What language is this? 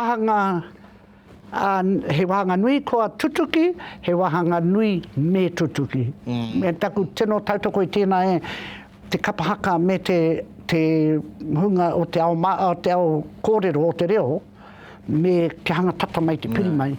Māori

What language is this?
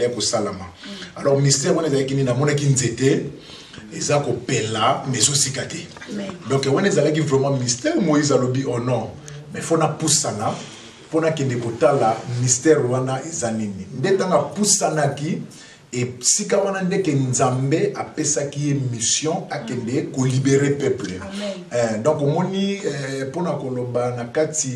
Lingala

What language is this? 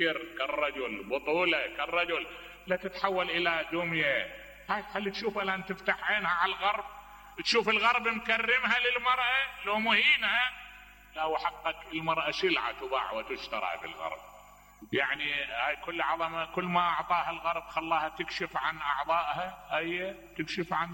Mesopotamian Arabic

